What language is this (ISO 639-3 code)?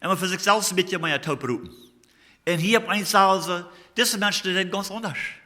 pdt